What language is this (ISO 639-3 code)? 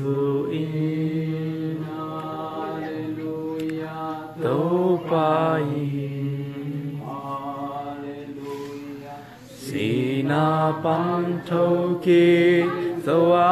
ctd